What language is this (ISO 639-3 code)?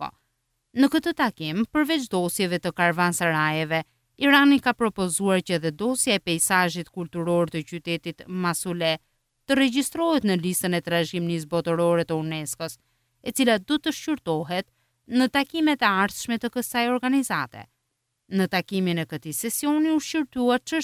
sqi